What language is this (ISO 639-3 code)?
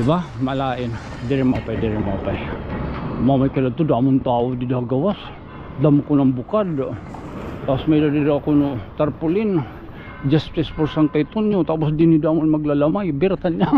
war